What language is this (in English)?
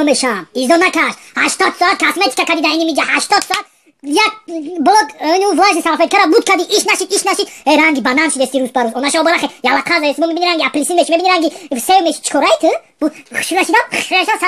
Tajik